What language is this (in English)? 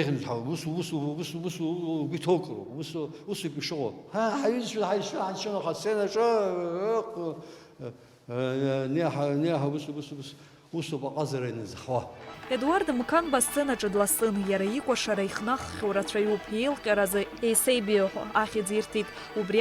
Abkhazian